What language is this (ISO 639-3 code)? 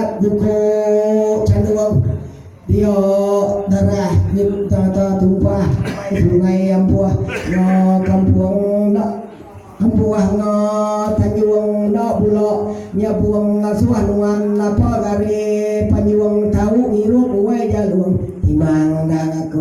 iba